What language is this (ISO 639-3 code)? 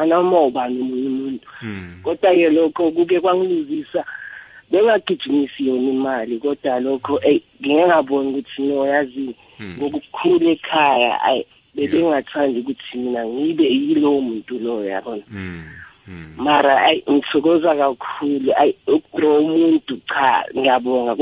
nbl